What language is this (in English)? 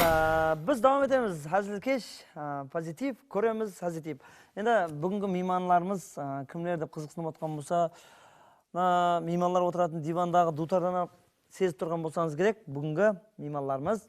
Kara-Kalpak